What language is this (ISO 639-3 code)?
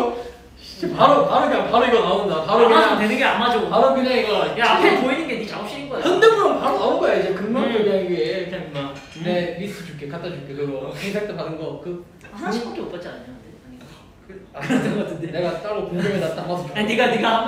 kor